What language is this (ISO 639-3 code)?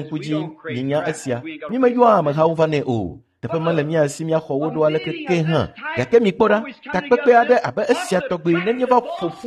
ewe